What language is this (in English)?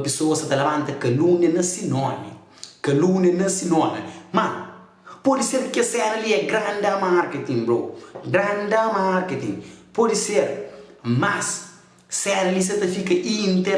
Kabuverdianu